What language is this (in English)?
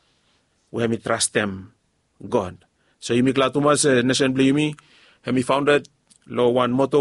Bislama